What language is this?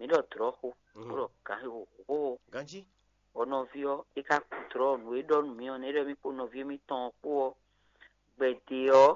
Fon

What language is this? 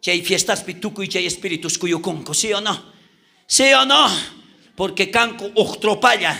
South Bolivian Quechua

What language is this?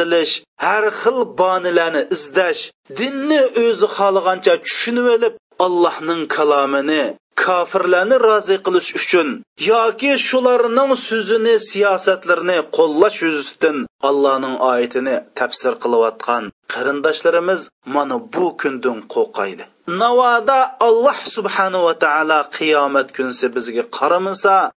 Uyghur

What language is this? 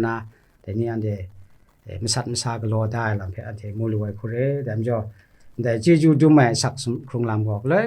Kachin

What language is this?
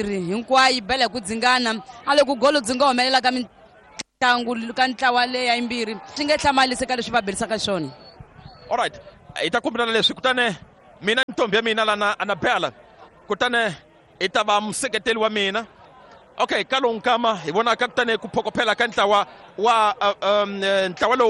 Tsonga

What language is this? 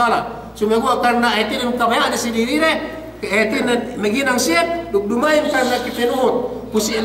Yakan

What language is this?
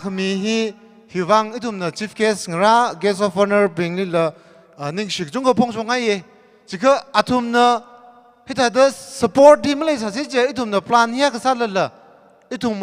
Tangkhul Naga (India)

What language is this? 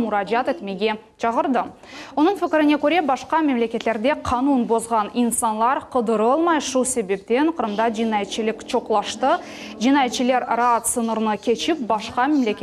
Crimean Tatar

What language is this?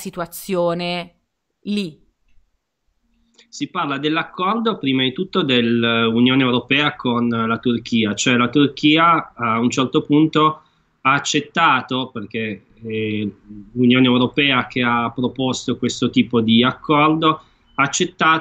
Italian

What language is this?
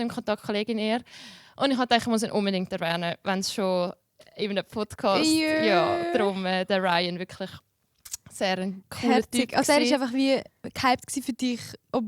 Swiss German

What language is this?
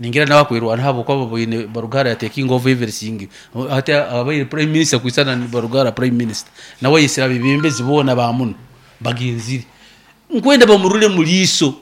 Nyoro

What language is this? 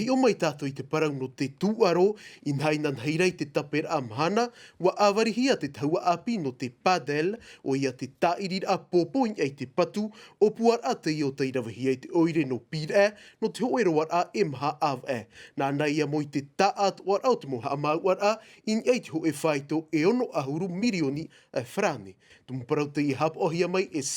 Tahitian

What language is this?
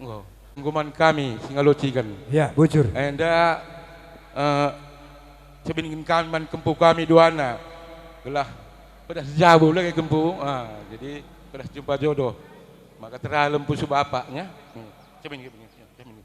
Batak Karo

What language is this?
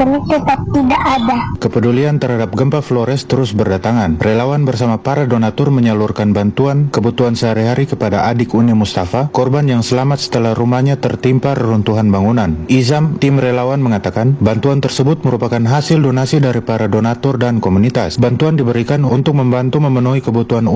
Indonesian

